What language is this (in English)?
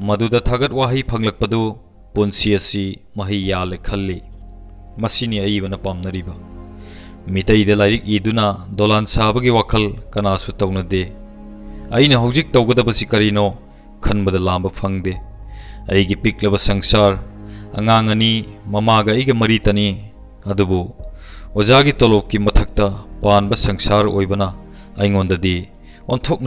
Manipuri